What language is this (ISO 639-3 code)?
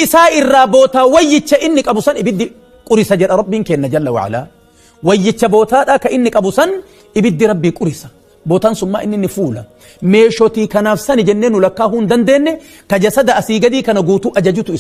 orm